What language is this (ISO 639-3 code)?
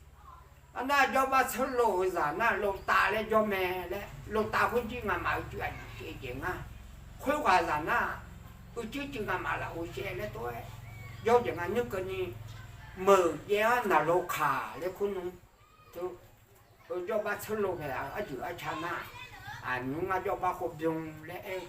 ahk